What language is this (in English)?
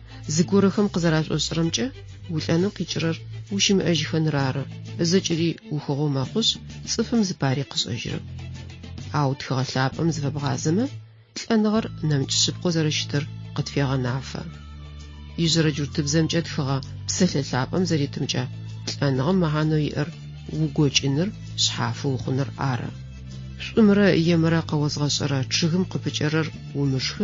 Adyghe